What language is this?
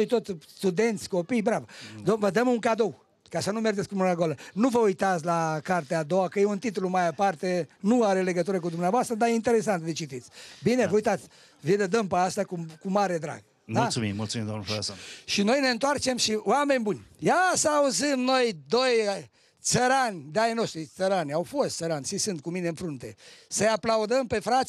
Romanian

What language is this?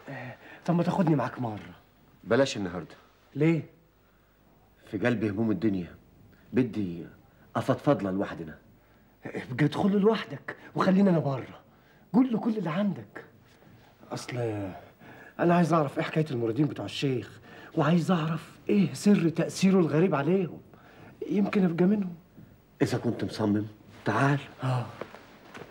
Egyptian Arabic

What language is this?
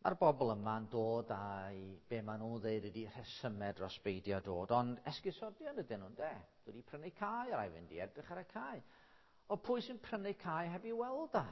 Welsh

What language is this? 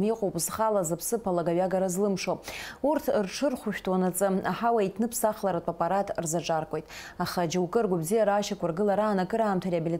Abkhazian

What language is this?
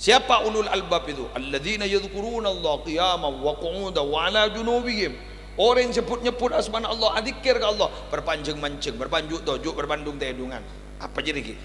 Madurese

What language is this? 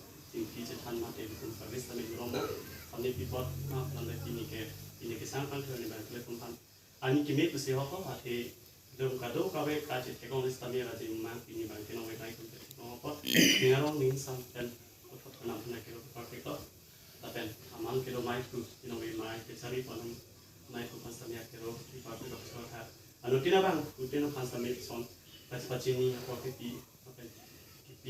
Karbi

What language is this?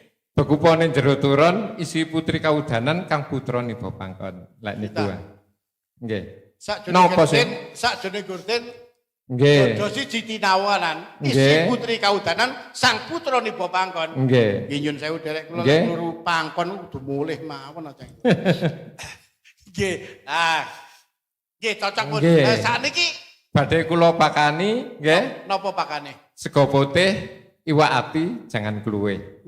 Javanese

